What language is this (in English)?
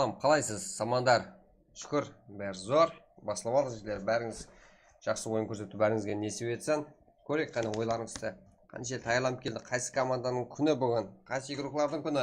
Kara-Kalpak